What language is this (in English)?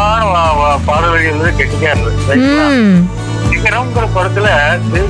Tamil